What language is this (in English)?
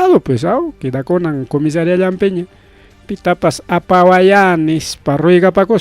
Ayacucho Quechua